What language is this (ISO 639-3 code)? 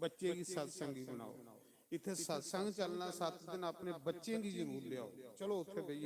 doi